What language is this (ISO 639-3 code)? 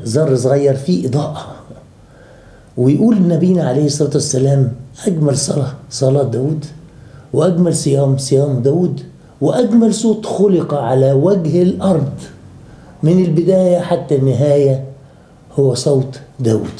arz